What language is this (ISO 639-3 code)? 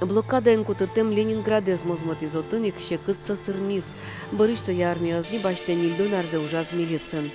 udm